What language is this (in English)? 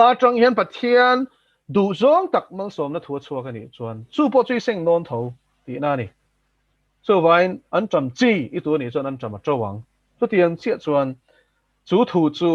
Mizo